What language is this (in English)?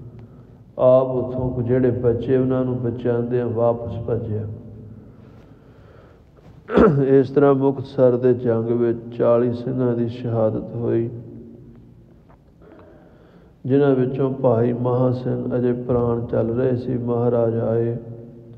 Punjabi